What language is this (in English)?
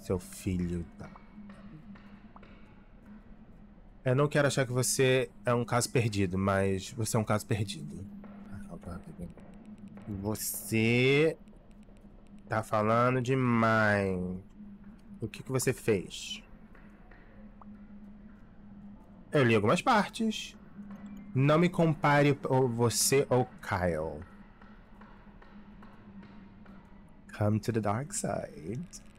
Portuguese